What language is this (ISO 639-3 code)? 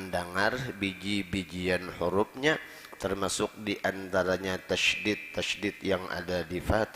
bjn